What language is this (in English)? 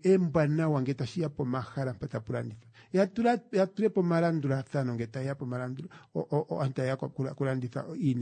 Kuanyama